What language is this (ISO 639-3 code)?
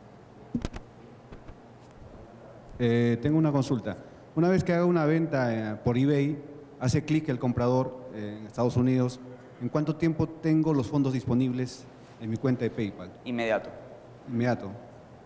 spa